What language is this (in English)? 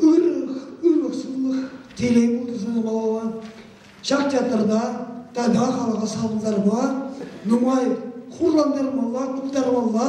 Chuvash